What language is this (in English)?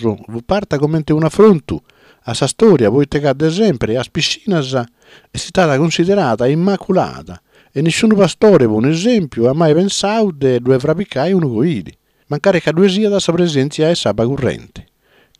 Sardinian